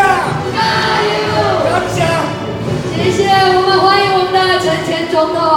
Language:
Min Nan Chinese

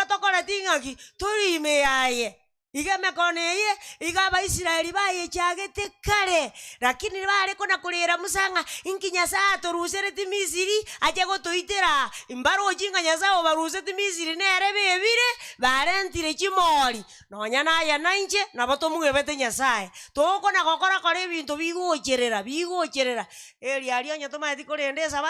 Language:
Gusii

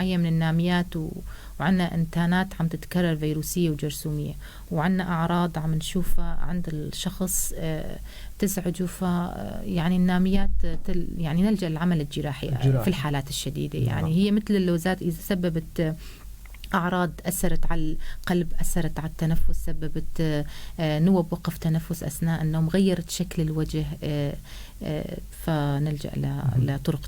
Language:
North Levantine Arabic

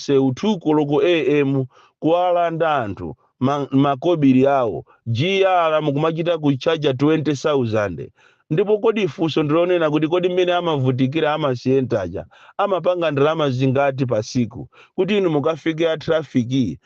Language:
Nyanja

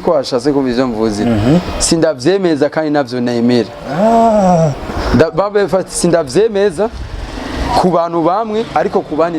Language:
Rundi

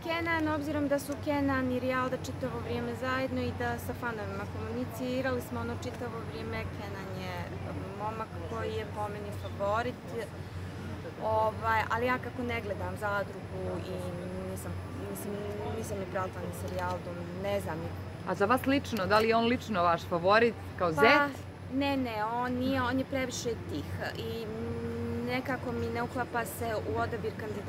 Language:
Bosnian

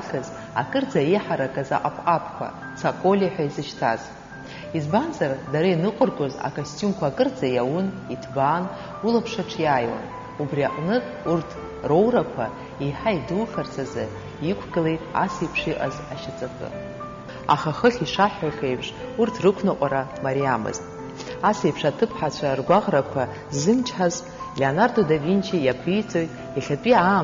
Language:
Abkhazian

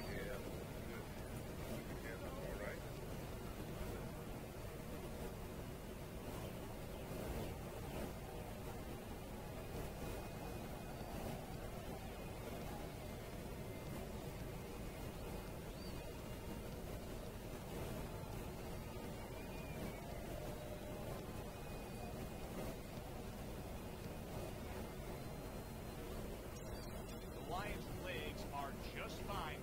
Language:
English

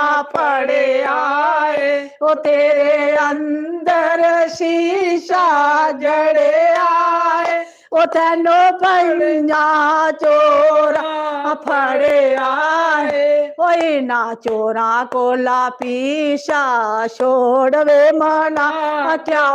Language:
Dogri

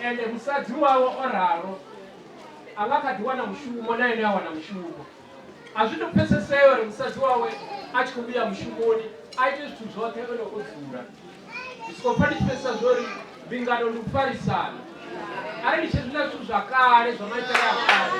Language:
Venda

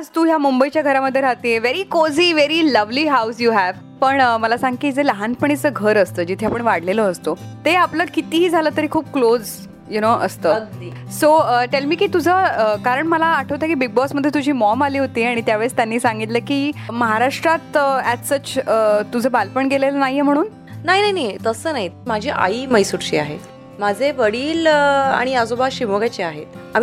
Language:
Marathi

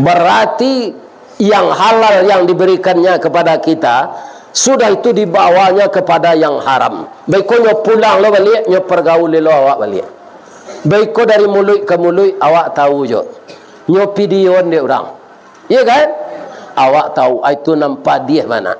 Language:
Minangkabau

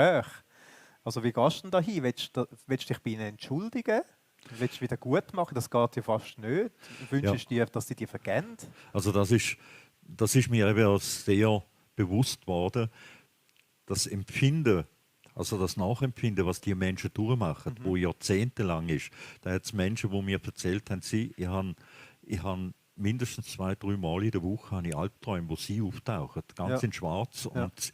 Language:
Swiss German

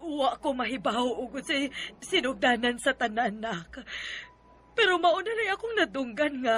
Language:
Cebuano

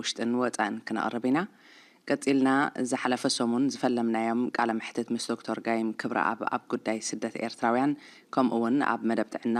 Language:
Tigrinya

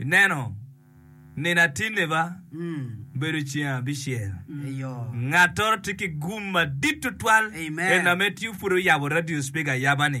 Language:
Acoli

